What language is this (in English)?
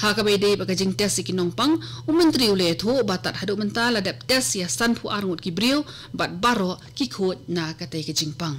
Khasi